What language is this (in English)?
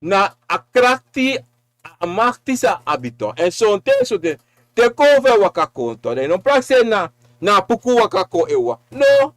Sranan Tongo